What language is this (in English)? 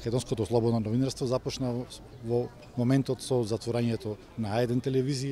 Macedonian